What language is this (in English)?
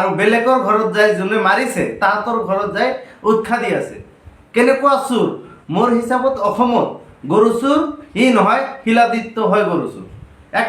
Assamese